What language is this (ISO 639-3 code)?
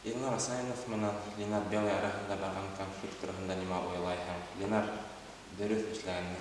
bak